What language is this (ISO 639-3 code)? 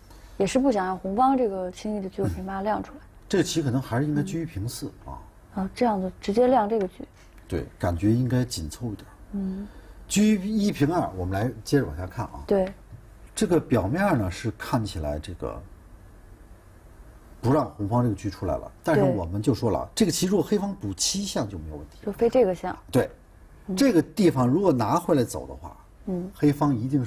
zho